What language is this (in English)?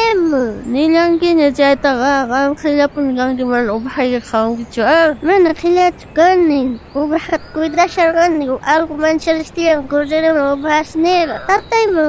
South Bolivian Quechua